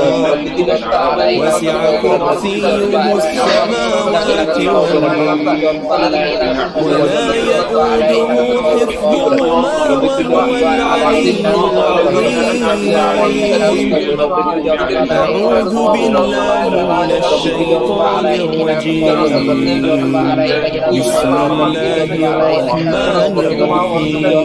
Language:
Arabic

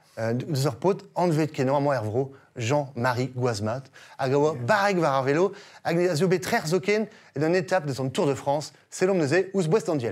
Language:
Breton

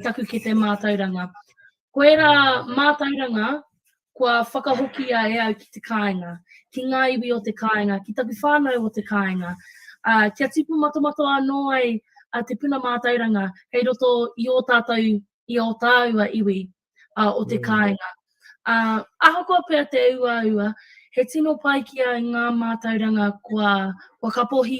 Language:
Māori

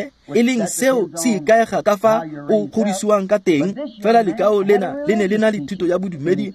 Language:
Tswana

